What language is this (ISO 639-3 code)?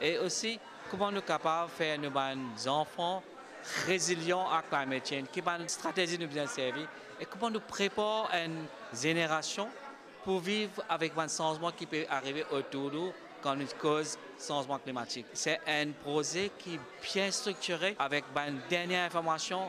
mfe